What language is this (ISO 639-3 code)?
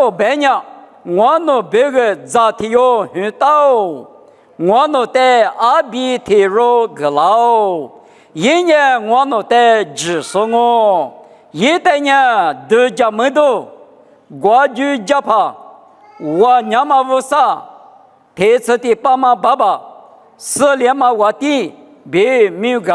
lis